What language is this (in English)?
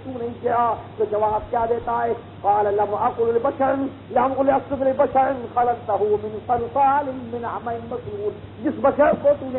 Urdu